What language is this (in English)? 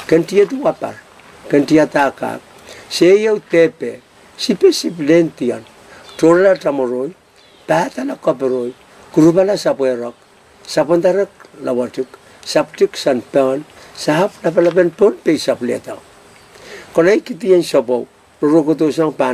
Pohnpeian